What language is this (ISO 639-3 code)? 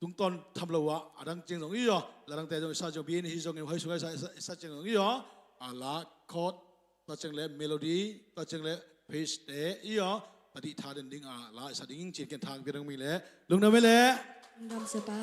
ctd